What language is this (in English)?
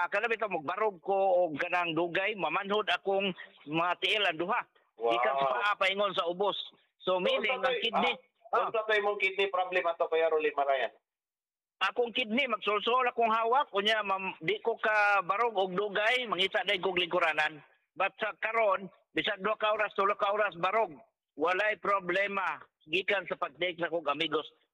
Cebuano